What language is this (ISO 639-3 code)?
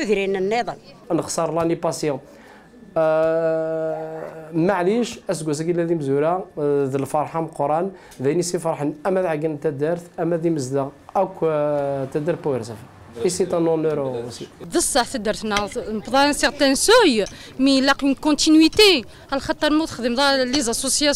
kab